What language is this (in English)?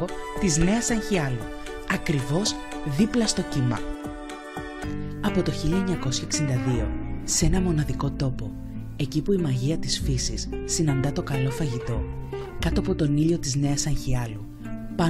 Greek